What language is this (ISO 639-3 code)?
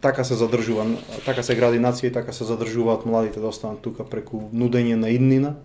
mkd